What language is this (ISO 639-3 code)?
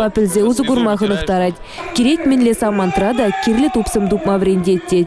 chv